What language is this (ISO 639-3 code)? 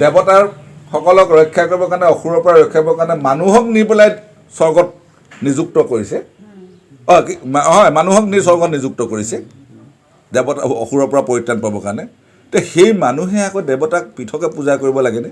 asm